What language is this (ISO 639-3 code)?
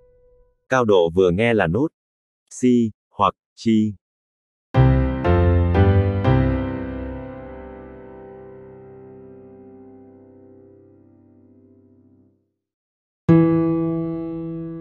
vie